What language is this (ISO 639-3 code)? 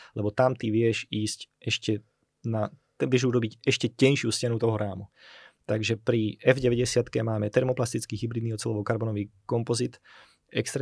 slk